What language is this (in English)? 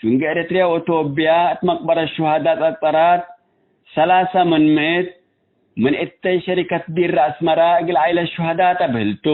Tigre